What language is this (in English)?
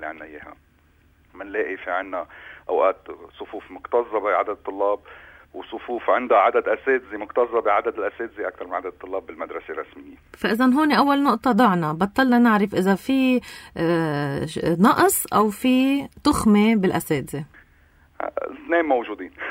North Levantine Arabic